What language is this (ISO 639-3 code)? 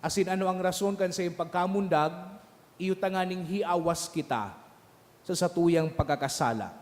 bik